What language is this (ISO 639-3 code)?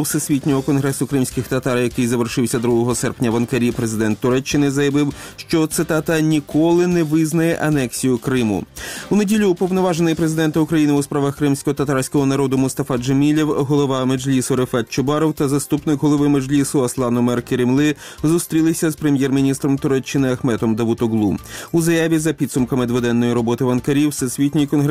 ukr